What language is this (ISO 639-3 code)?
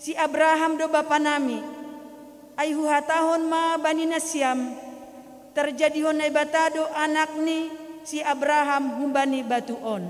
bts